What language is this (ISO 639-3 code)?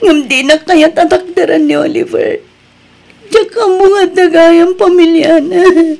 ilo